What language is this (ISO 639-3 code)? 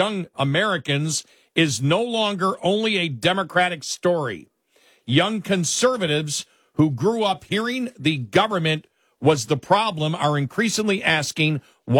eng